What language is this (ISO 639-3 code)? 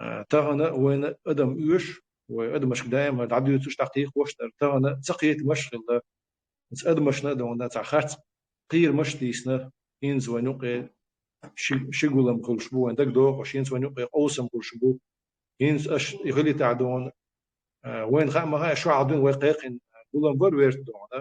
che